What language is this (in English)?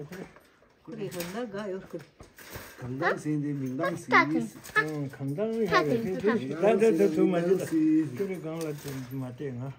Tibetan